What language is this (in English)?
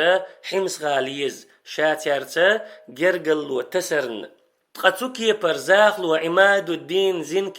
Chechen